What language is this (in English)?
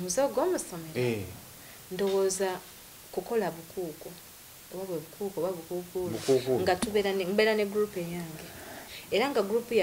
Ganda